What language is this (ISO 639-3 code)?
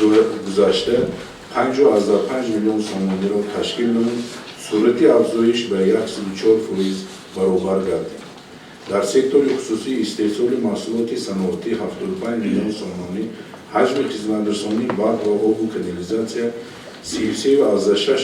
tgk